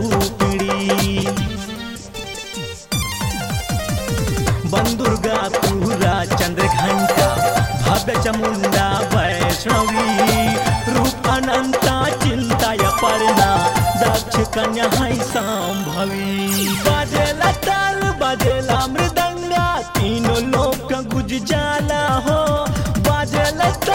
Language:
Bhojpuri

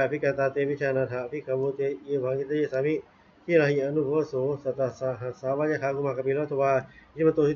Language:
Pali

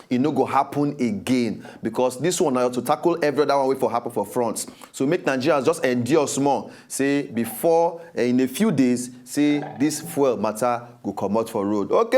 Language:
Nigerian Pidgin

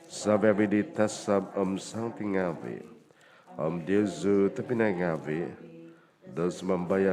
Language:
Central Dusun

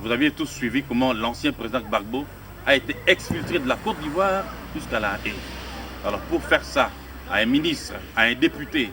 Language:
Luba-Lulua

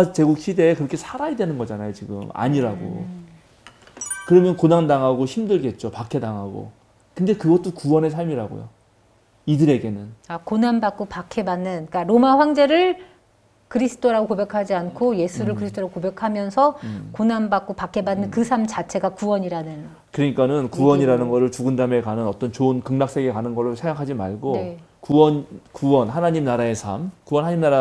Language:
Korean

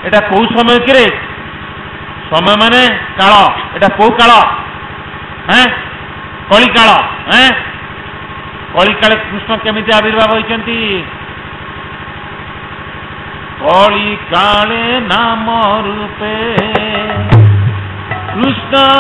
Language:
Odia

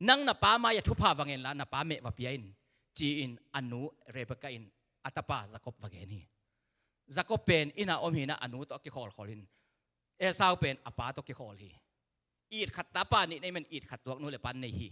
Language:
Tedim Chin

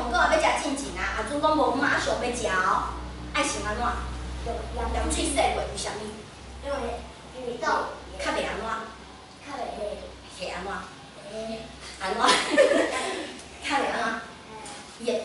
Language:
Min Nan Chinese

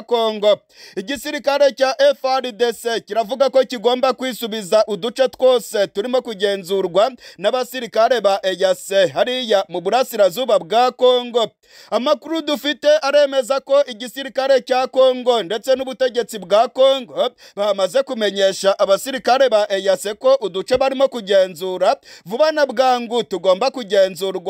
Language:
Kinyarwanda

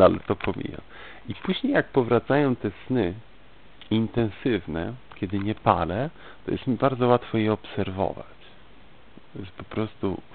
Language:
Polish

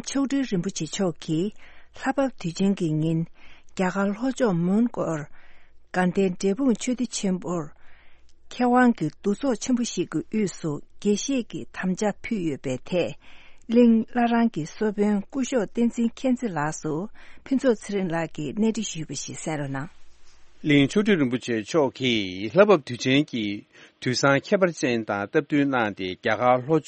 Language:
Tibetan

